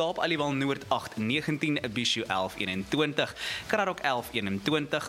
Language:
Afrikaans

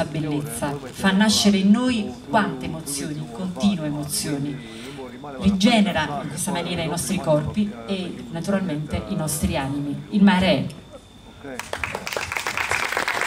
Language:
Italian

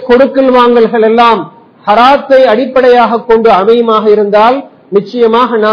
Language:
Tamil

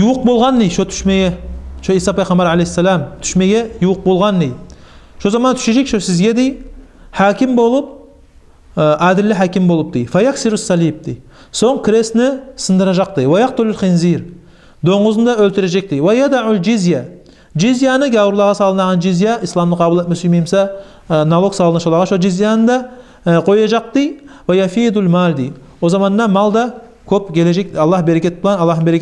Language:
Kumyk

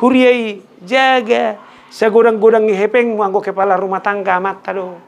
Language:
Batak Toba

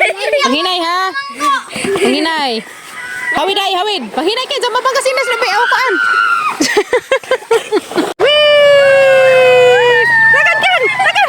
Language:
Cebuano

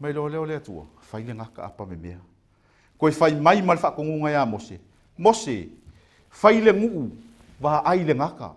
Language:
Samoan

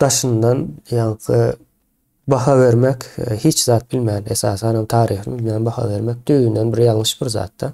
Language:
Turkmen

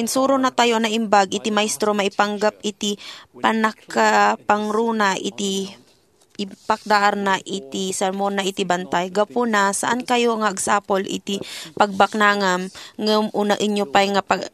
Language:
Iloko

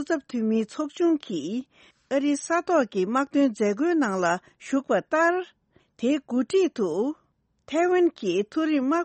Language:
Tibetan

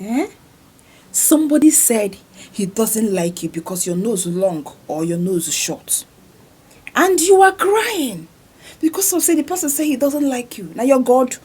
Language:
Nigerian Pidgin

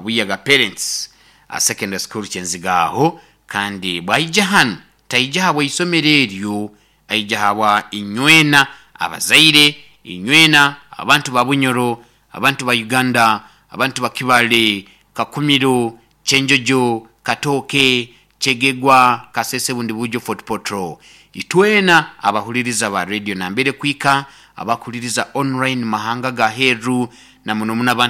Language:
Nyoro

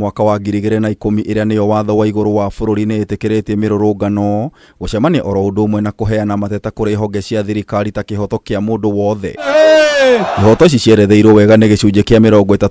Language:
Kikuyu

